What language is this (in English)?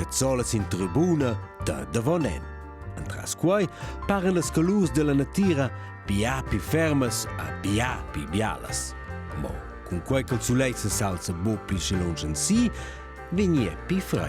Romansh